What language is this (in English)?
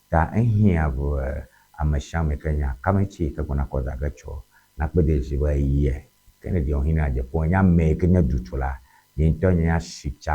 Ewe